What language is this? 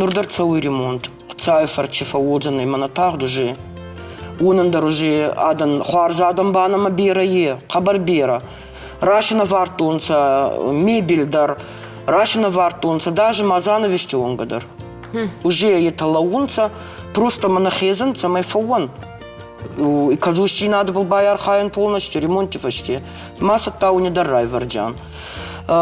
Ossetic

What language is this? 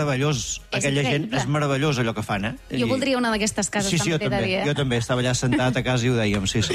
Catalan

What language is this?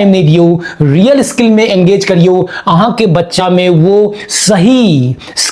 Maithili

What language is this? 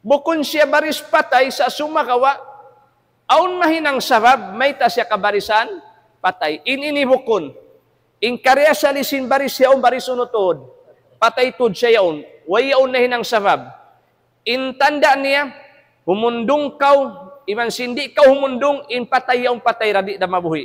Tausug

